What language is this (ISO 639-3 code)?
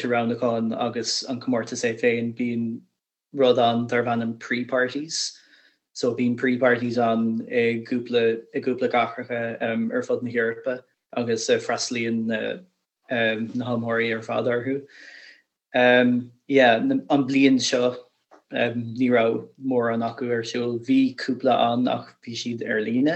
gle